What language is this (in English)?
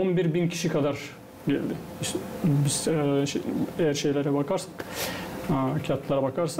Gagauz